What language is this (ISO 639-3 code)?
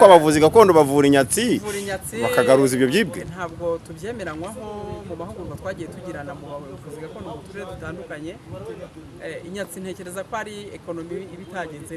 kin